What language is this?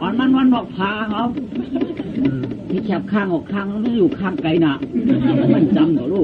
Shan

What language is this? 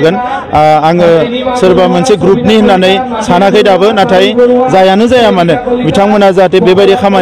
Bodo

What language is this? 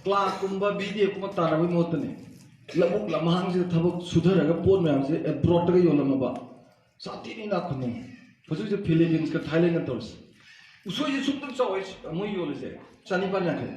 Manipuri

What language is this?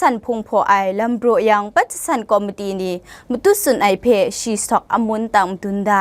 Kachin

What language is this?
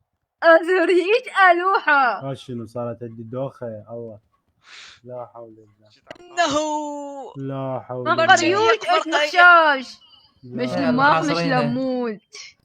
Mesopotamian Arabic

